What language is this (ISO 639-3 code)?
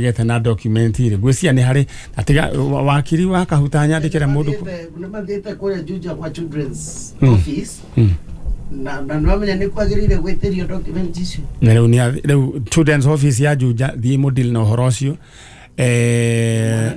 kik